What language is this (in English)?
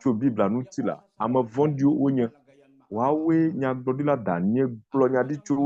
Ewe